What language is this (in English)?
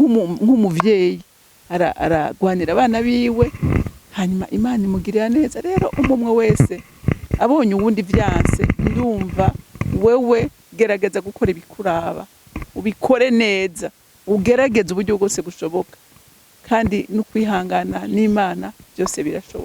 Rundi